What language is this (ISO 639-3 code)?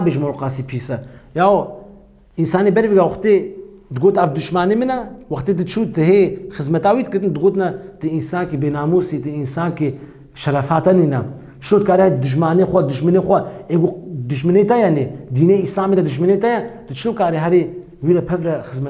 kur